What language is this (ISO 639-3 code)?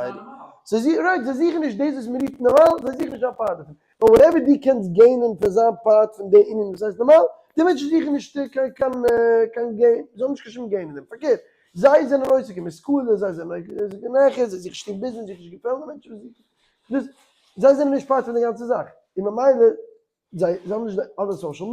yid